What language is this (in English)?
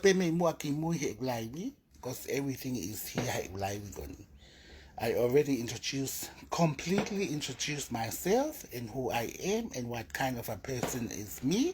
Tongan